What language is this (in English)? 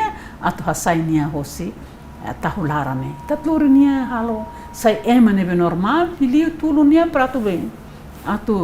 Tetum